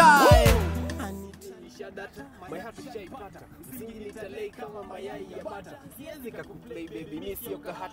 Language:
Swahili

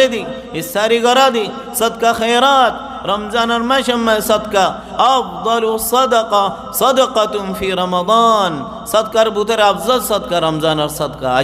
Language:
Rohingya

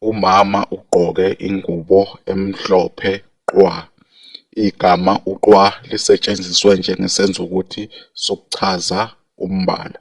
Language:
Zulu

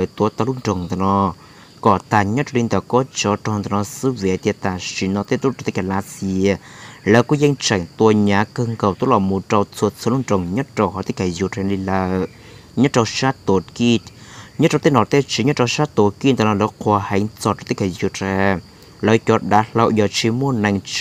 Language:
Hmong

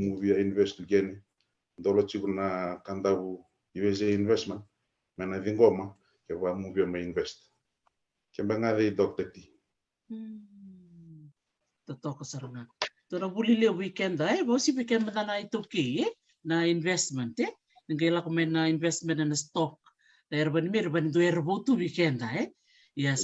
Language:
Fijian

